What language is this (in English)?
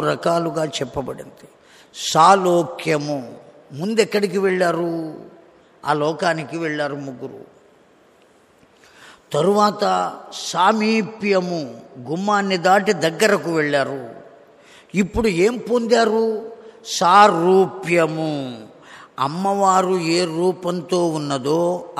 Telugu